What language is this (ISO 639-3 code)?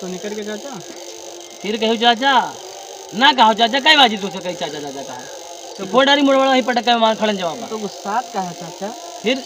awa